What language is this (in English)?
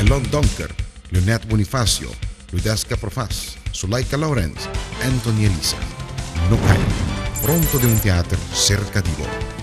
Papiamento